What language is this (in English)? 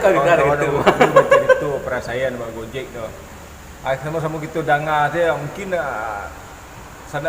Minangkabau